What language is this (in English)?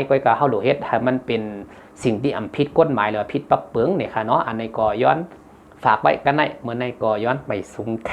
Shan